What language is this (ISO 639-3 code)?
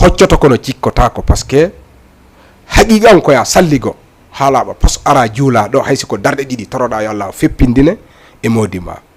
ful